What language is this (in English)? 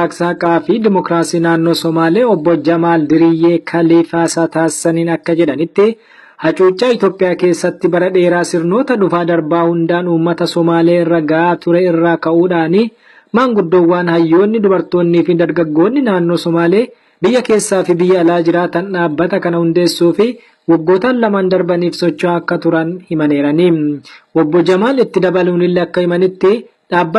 Oromo